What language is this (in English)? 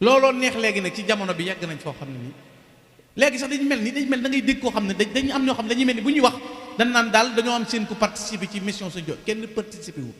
Wolof